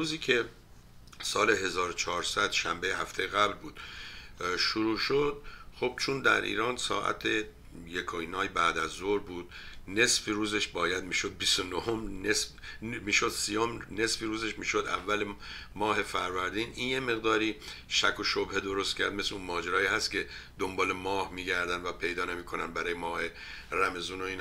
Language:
Persian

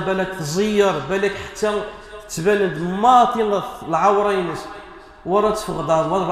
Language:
Kabyle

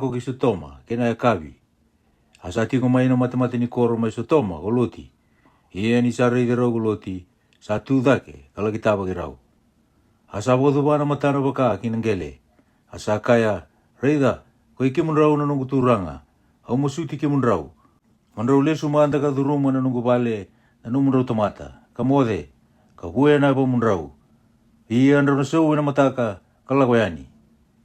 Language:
Fijian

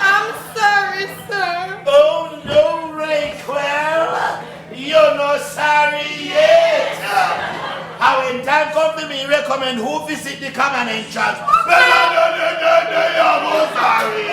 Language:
Jamaican Creole English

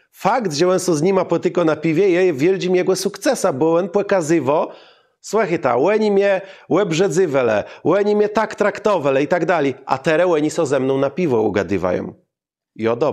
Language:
Kashubian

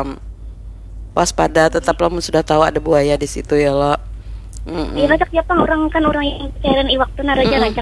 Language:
Banjar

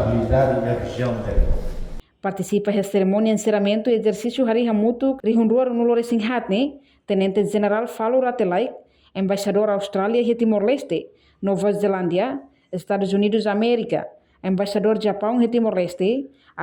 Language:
Tetum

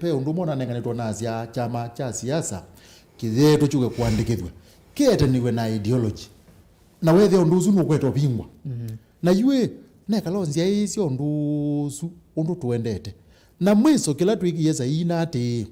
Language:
Kamba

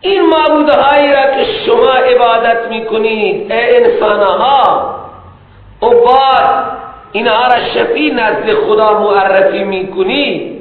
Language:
Persian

